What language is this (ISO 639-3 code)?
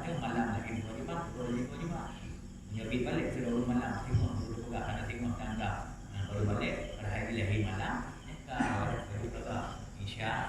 ace